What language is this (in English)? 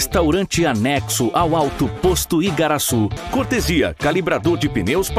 Portuguese